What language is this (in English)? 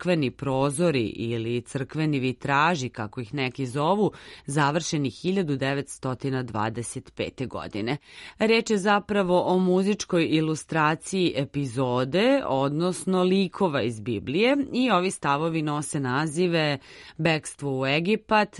Serbian